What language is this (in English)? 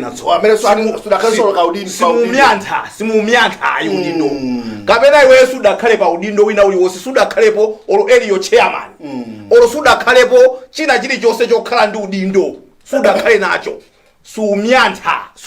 Nyanja